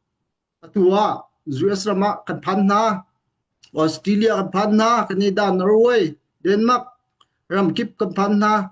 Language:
Hakha Chin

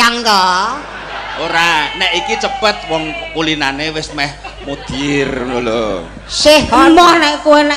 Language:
Javanese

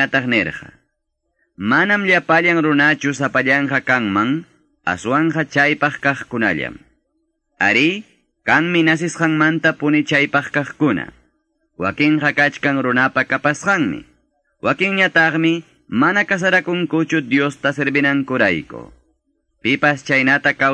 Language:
Quechua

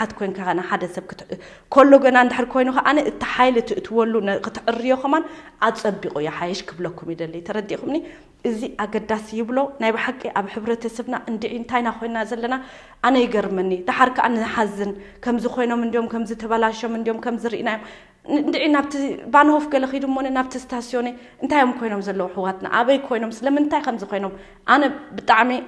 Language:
Tigrinya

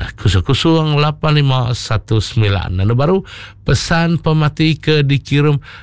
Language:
Iban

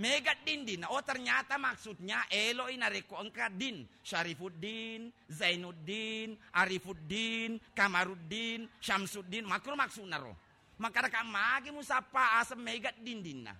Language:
Buginese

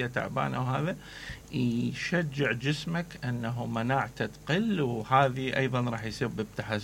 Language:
Mesopotamian Arabic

